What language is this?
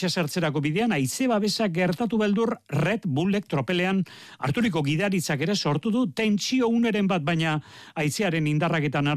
Basque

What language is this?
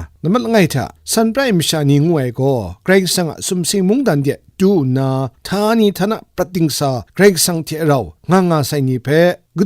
Kachin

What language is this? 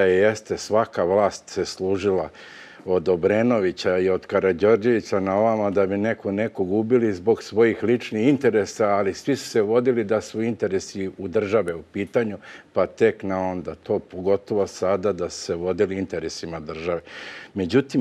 Serbian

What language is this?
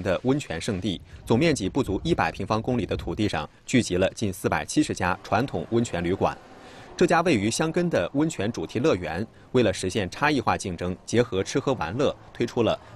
Chinese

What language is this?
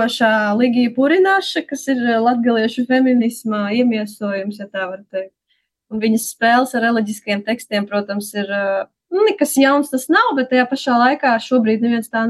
Latvian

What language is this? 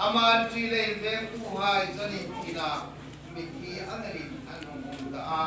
Hmar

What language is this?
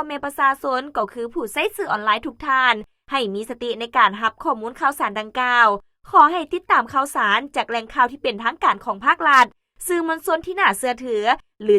Lao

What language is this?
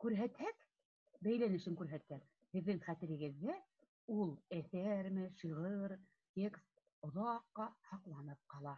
Bashkir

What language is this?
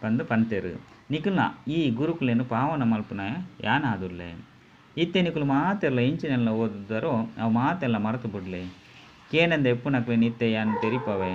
Tulu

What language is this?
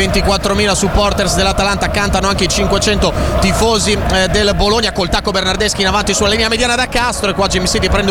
Italian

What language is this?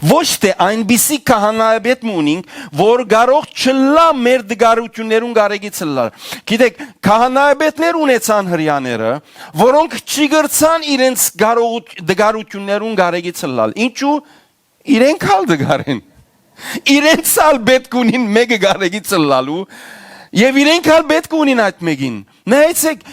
Western Armenian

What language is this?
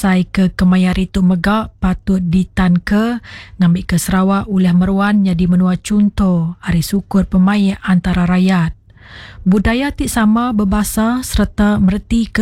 Iban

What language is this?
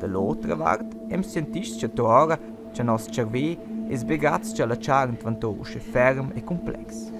Romansh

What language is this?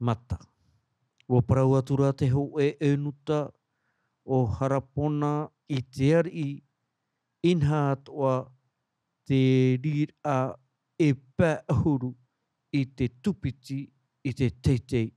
Tahitian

